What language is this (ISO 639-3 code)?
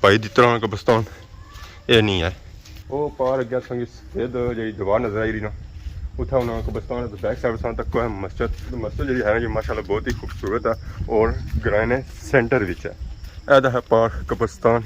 phr